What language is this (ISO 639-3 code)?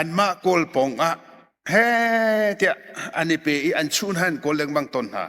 cnh